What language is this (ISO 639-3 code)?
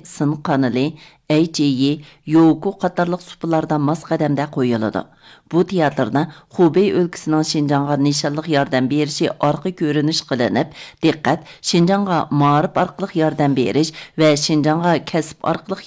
uig